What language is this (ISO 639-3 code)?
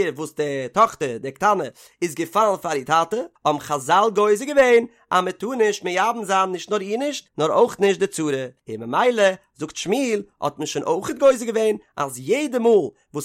yid